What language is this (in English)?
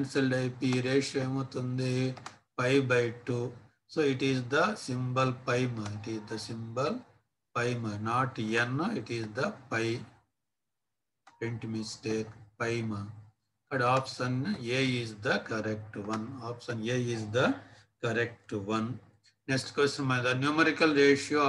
Telugu